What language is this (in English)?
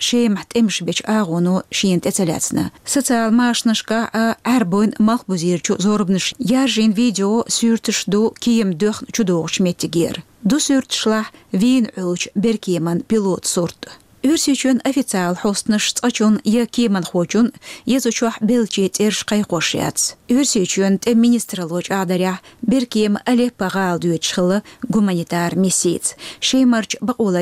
Chechen